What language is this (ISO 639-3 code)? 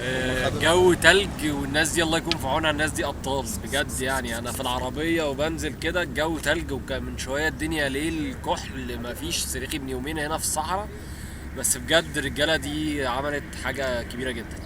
arz